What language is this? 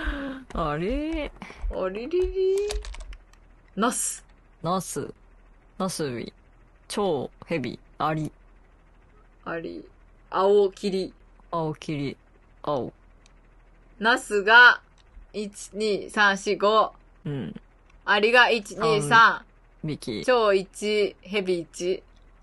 Japanese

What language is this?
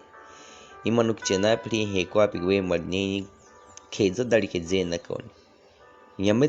Baniwa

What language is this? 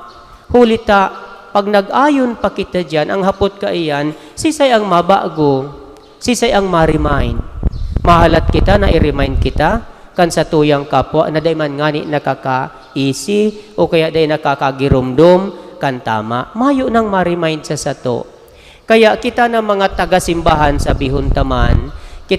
Bikol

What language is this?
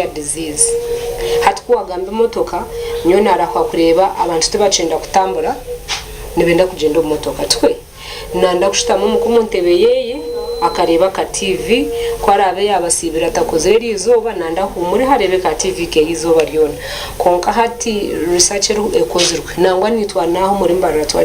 Nyankole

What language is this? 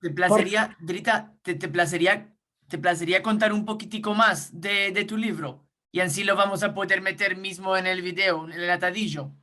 Ladino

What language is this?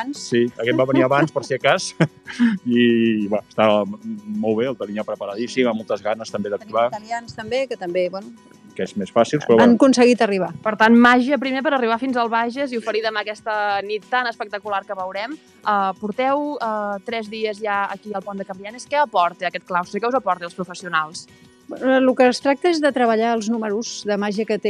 Catalan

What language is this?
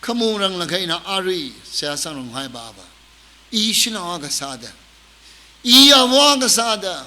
Tangkhul Naga (India)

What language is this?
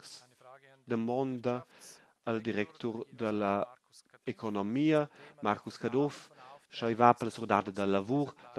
Romansh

